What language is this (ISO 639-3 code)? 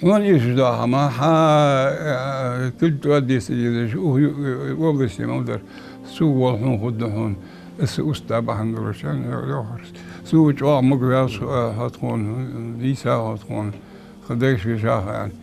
inh